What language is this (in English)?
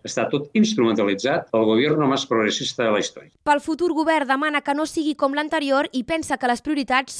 Catalan